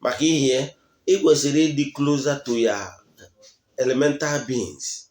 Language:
Igbo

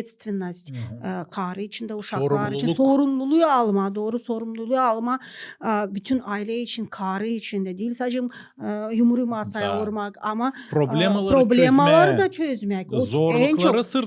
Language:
Gagauz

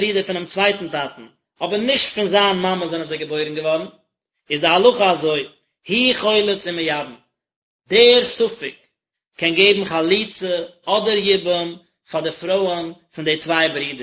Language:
Yiddish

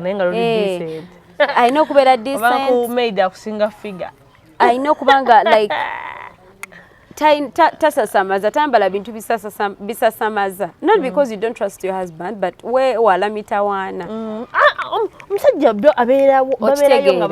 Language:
Ganda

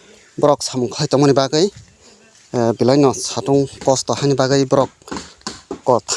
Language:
Kok Borok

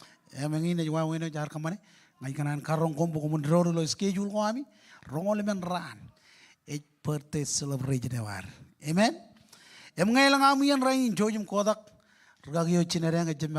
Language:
Marshallese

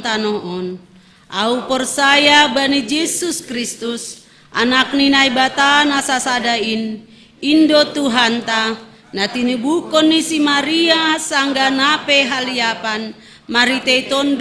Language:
Batak Simalungun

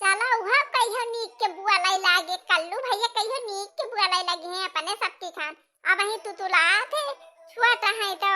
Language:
Awadhi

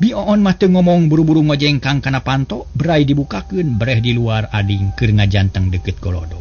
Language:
Sundanese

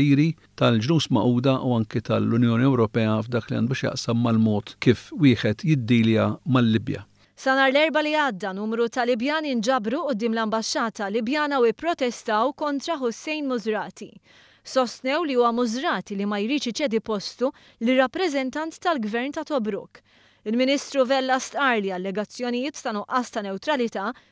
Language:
Maltese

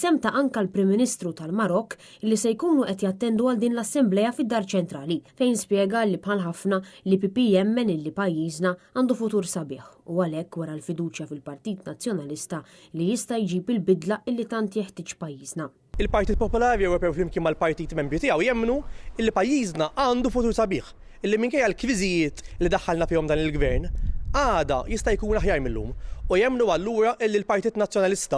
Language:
Maltese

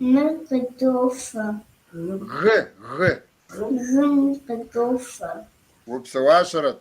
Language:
Kabardian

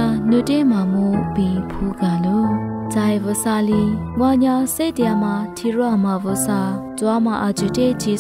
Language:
Lisu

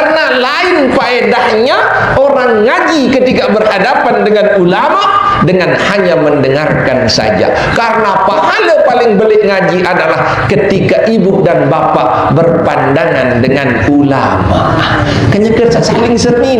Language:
Sasak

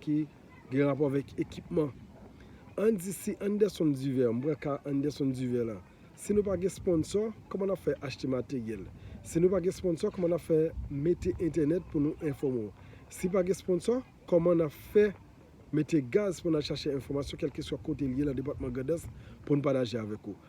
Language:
Haitian Creole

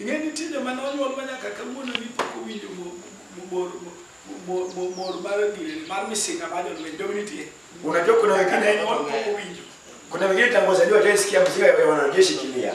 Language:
Luo (Kenya and Tanzania)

